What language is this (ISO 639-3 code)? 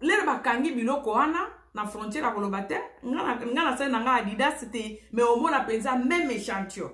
lin